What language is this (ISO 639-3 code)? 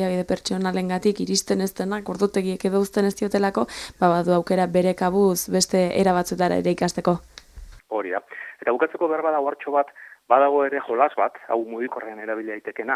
eus